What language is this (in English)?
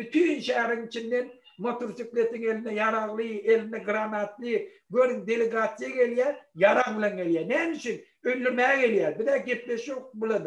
Turkmen